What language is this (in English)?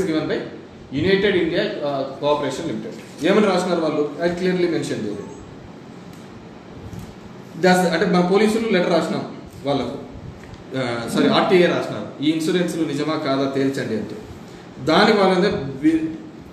Telugu